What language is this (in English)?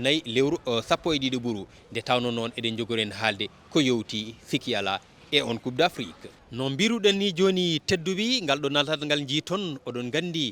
Fula